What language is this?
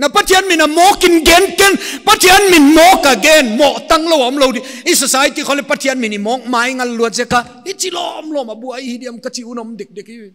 Paite Chin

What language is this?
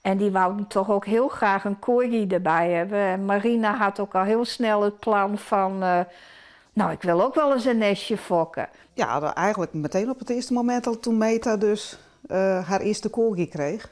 Western Frisian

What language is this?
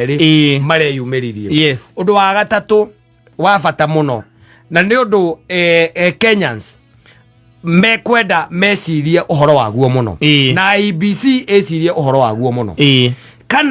Kikuyu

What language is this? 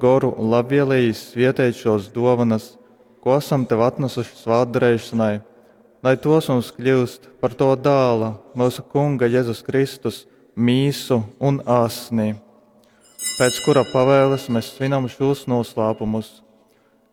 Latgalian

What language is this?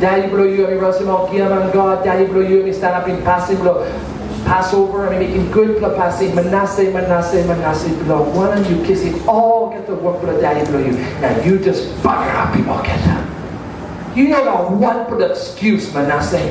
Tok Pisin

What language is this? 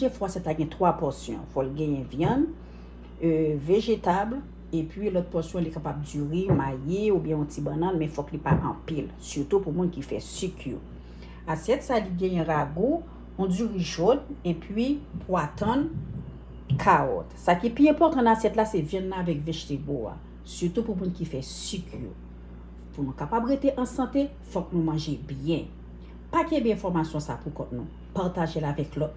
Haitian Creole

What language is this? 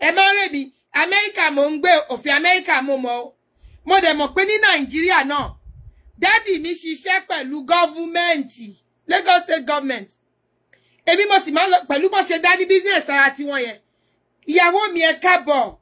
Yoruba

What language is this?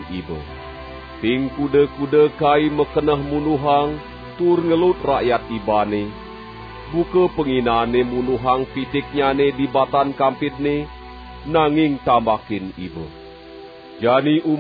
Balinese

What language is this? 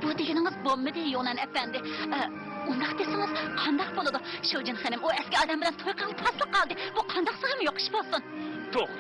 Uyghur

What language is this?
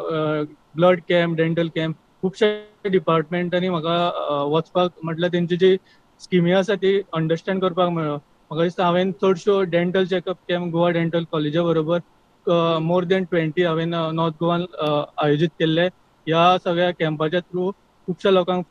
Konkani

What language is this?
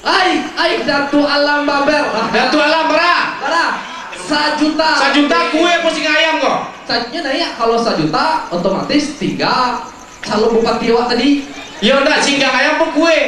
Minangkabau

